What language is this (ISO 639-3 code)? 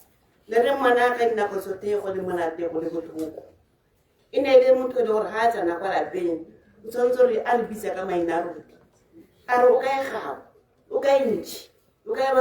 tsn